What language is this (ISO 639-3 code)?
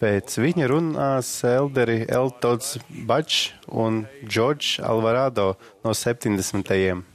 lav